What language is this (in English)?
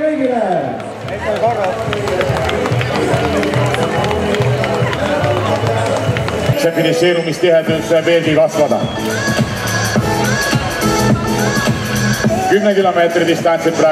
Estonian